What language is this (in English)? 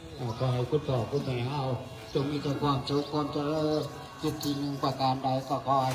Northeastern Thai